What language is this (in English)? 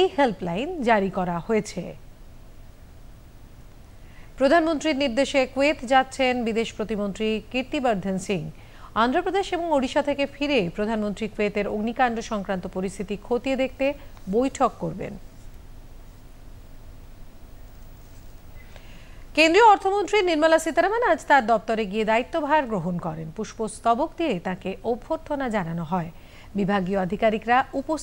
Bangla